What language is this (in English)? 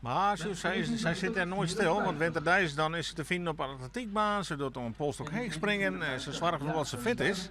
Western Frisian